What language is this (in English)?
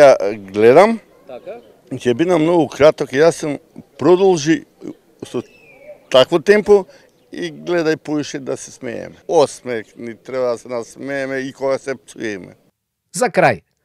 Macedonian